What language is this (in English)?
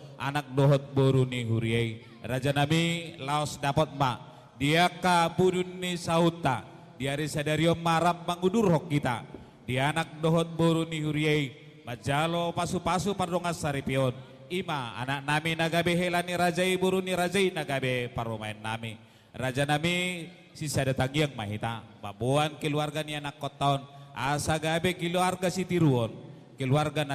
Batak Toba